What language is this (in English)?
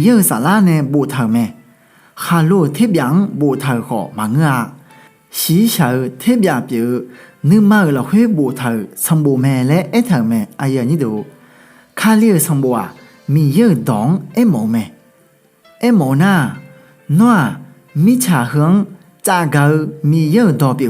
Akha